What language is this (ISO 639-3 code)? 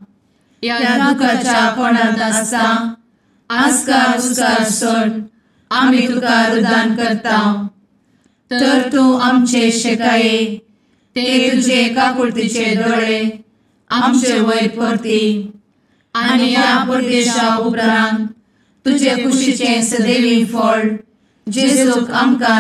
kok